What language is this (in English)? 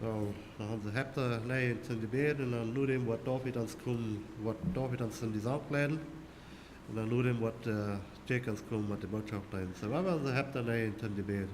Plautdietsch